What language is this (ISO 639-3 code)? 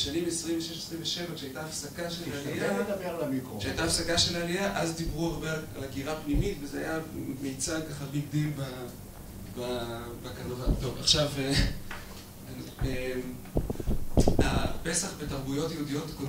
heb